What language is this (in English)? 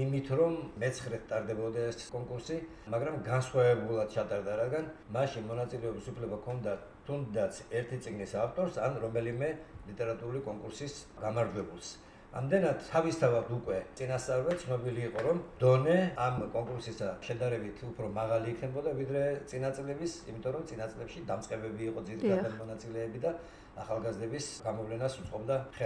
Georgian